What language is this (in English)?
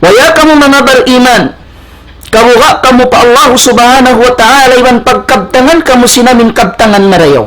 Tausug